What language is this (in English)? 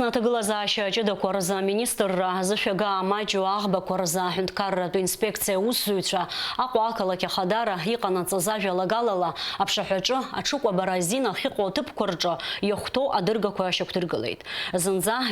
Abkhazian